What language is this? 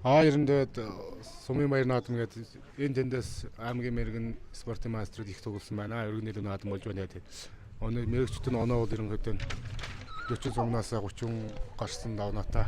Mongolian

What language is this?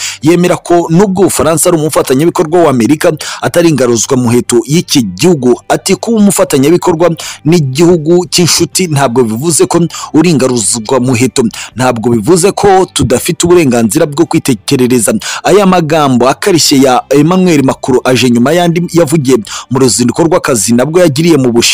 Kinyarwanda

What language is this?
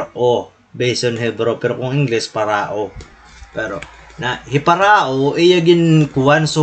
Waray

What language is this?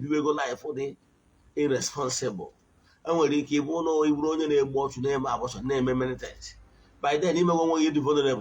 Igbo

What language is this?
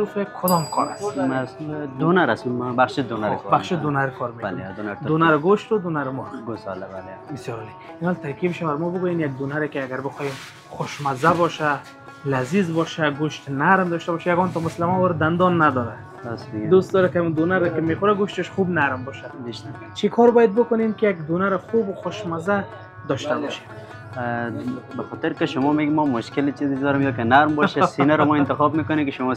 Persian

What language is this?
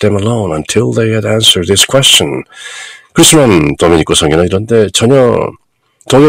Korean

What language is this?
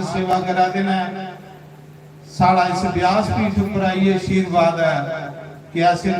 Dogri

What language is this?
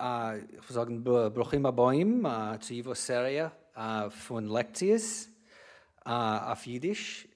Yiddish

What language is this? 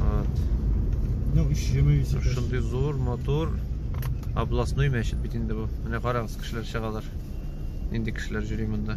Tatar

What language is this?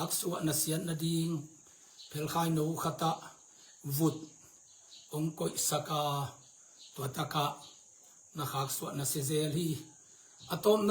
Tedim Chin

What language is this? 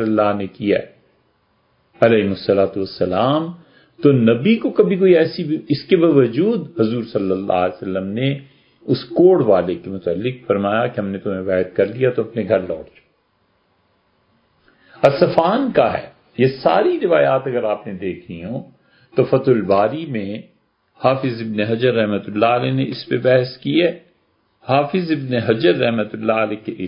Urdu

